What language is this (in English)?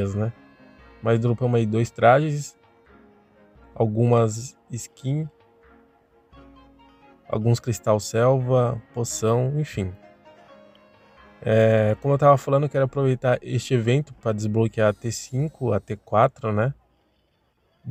Portuguese